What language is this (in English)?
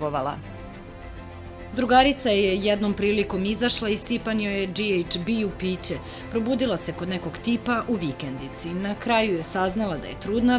Serbian